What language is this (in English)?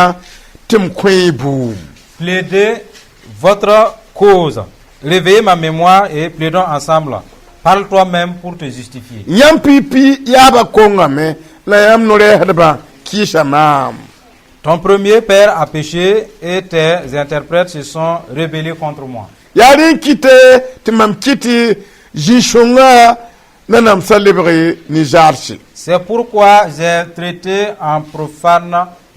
Mossi